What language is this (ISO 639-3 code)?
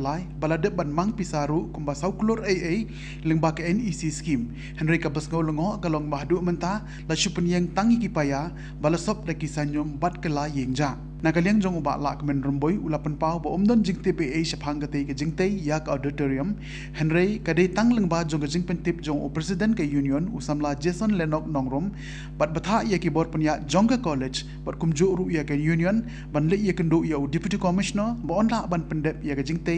kha